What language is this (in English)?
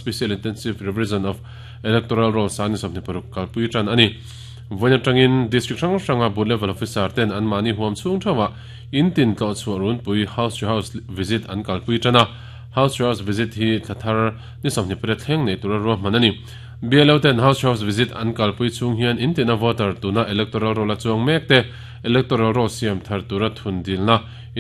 Mizo